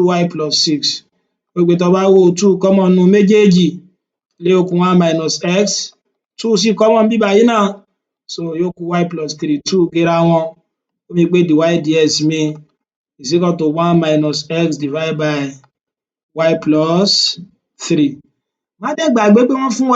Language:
Yoruba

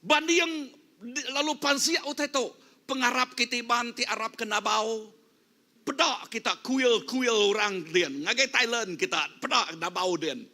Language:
Iban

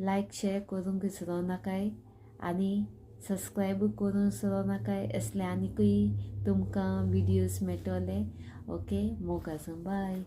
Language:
Konkani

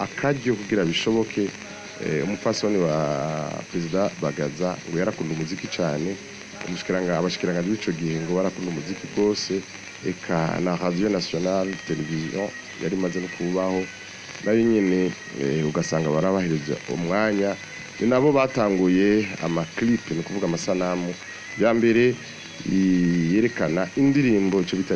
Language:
Rundi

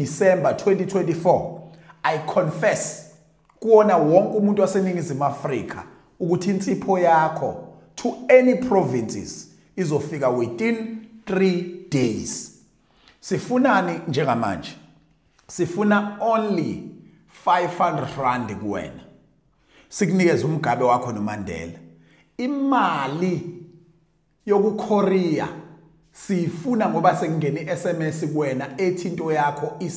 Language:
Zulu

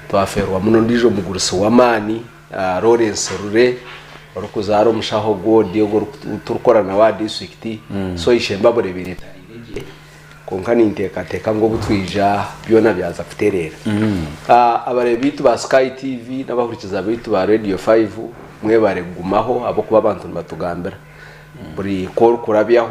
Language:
Nyankole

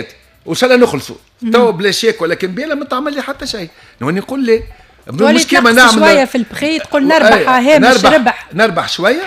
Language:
Tunisian Arabic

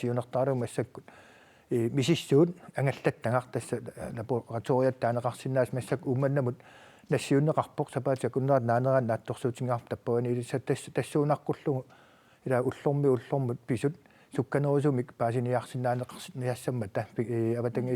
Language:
Kalaallisut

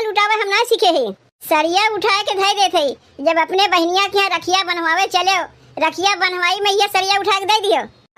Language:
Awadhi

